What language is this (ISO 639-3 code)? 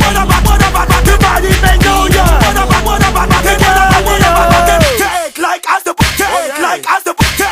eng